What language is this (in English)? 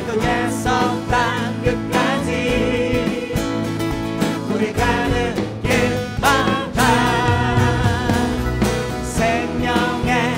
Korean